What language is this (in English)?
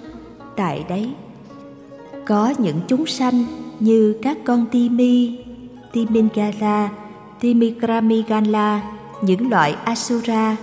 Vietnamese